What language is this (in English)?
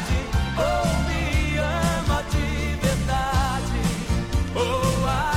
Portuguese